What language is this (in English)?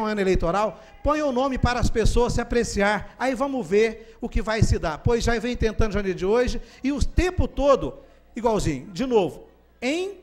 Portuguese